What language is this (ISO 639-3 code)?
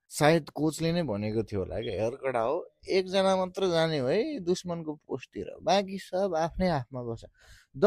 nep